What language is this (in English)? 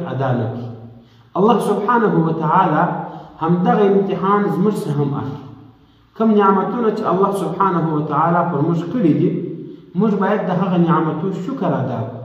Pashto